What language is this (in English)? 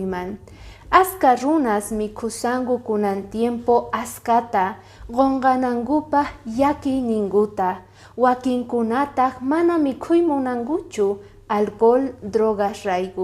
Quechua